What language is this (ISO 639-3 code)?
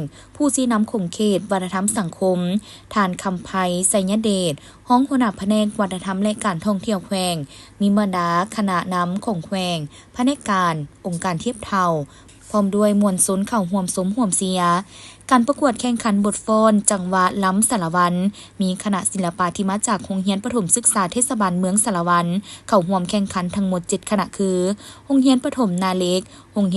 lao